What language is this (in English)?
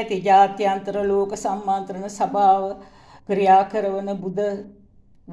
Sinhala